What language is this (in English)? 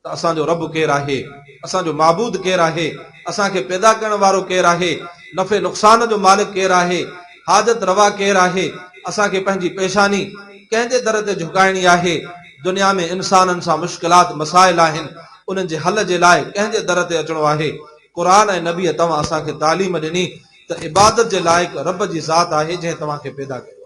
Sindhi